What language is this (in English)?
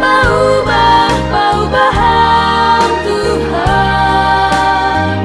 Batak Simalungun